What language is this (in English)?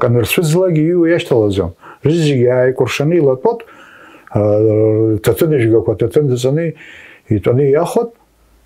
Abkhazian